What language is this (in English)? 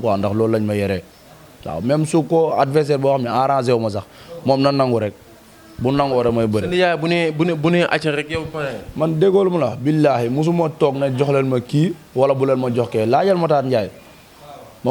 Wolof